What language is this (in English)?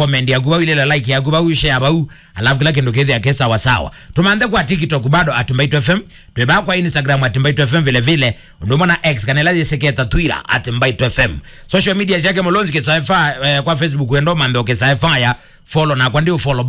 Kamba